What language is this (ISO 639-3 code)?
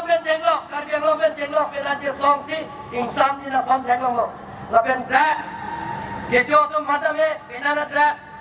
mjw